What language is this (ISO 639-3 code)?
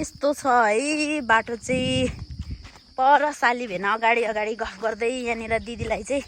nep